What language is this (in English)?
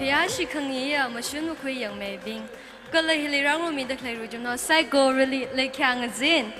Tangkhul Naga (India)